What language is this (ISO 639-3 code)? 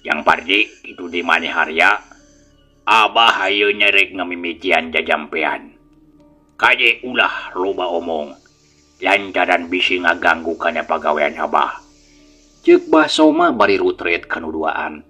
sun